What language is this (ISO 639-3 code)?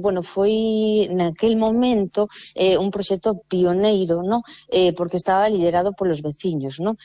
glg